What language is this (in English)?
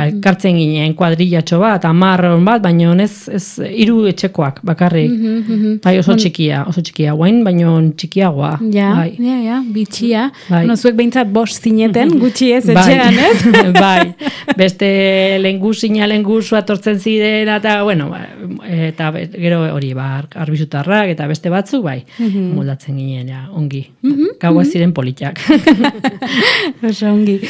Basque